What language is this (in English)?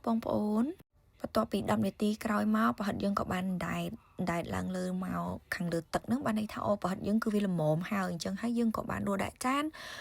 Khmer